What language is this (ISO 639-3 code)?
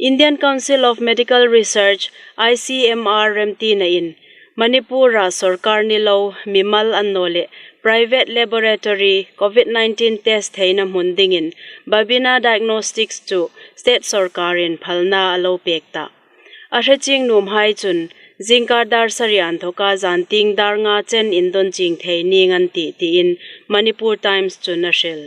hmr